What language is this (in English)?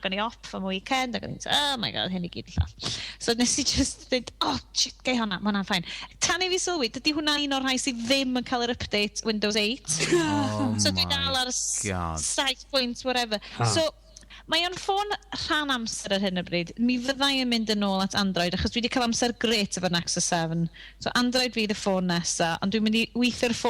Welsh